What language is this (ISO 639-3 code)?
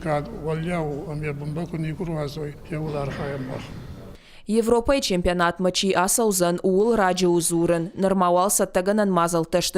oss